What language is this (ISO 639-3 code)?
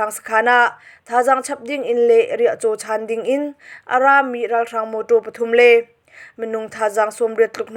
cnh